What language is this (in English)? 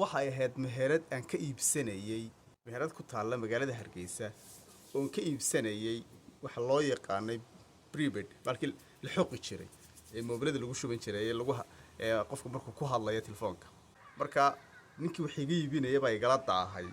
Somali